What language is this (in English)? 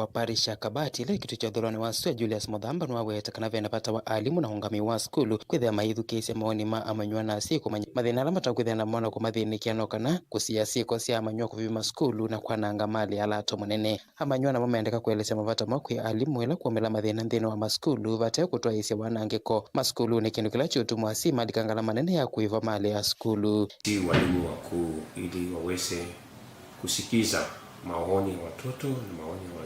Kamba